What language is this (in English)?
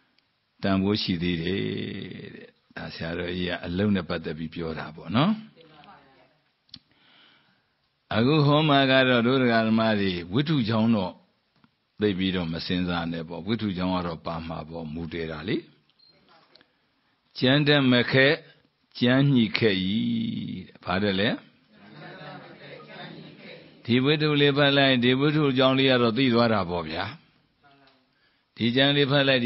Burmese